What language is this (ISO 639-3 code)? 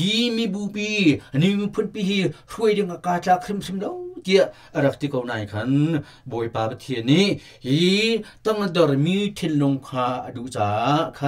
cnh